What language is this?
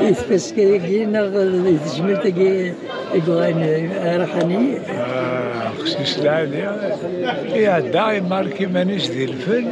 Kabyle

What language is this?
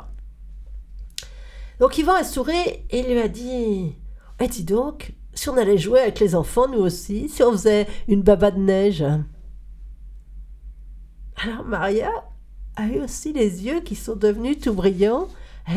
French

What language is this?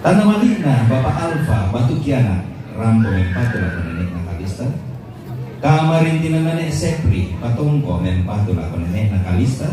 Toraja-Sa'dan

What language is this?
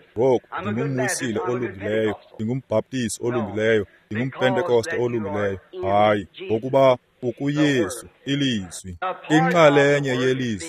Xhosa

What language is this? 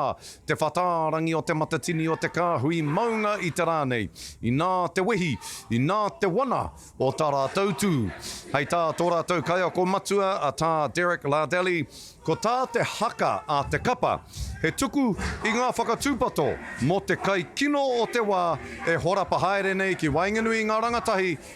Māori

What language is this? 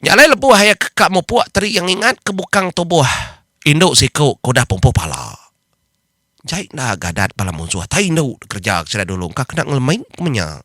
Iban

